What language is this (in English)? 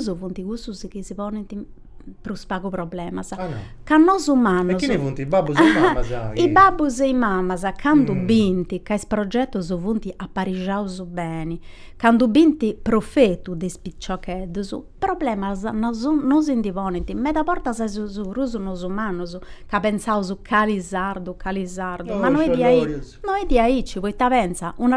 Sardinian